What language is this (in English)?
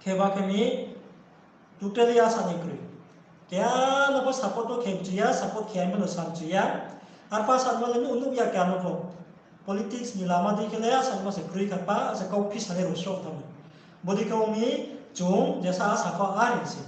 Riang (India)